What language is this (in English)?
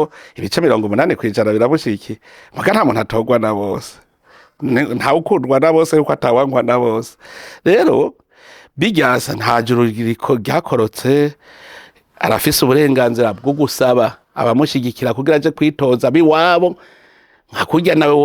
Rundi